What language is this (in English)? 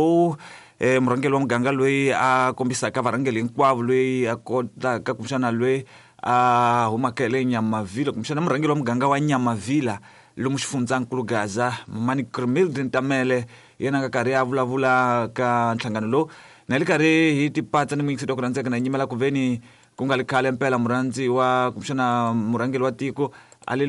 Tsonga